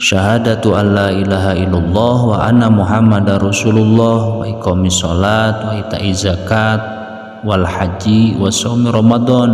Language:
Sundanese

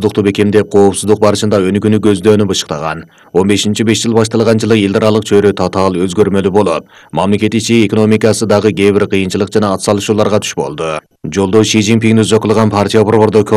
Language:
Kyrgyz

